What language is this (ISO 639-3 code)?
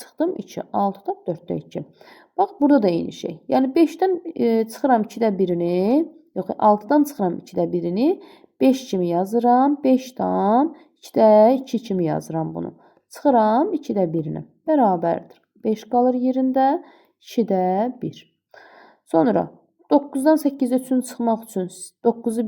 aze